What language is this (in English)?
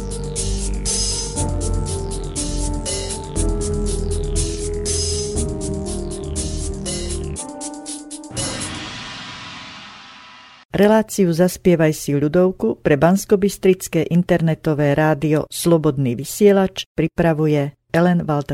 Slovak